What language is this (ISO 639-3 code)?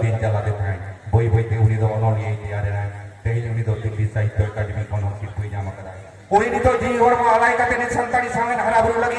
sat